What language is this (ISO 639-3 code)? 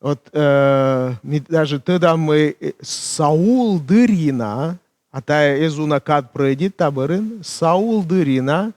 kom